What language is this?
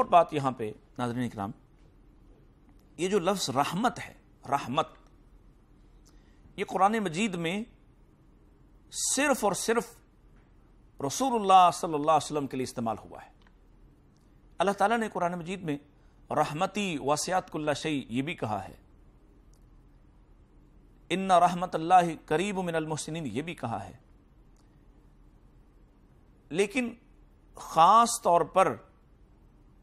Urdu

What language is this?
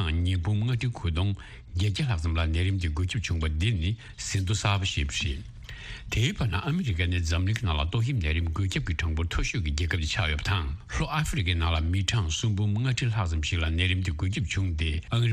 Tibetan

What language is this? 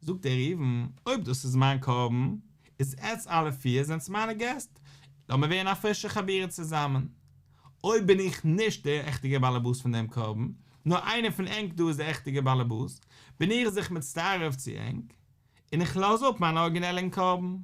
Yiddish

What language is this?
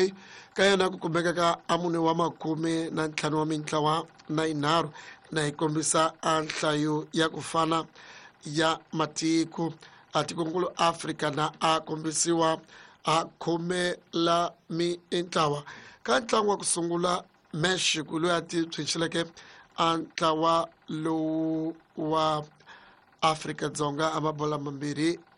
Tsonga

